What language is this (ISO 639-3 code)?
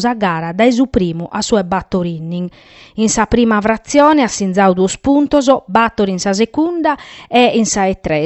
srd